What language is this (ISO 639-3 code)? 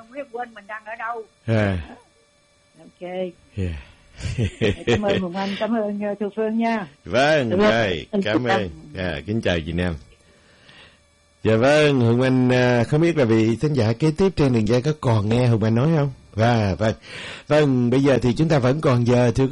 vie